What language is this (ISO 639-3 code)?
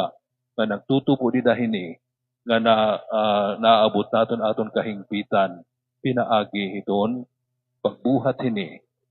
war